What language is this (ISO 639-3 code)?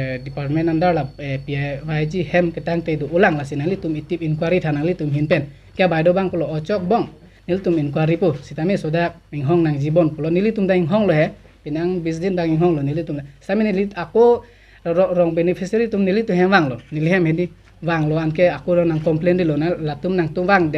mjw